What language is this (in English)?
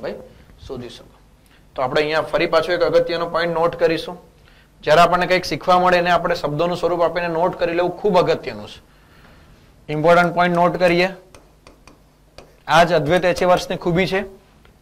Gujarati